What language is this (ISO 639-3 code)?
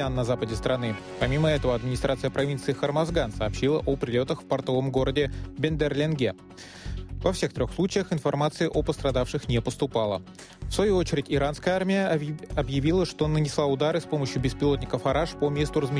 rus